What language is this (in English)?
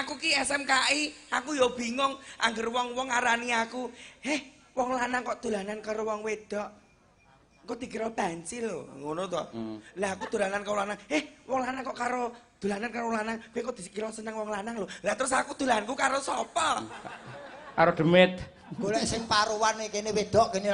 Javanese